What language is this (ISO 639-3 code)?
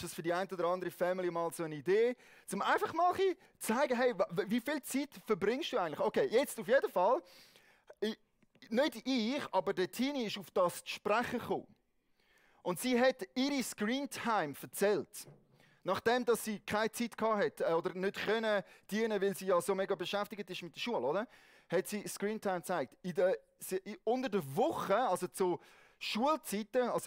gsw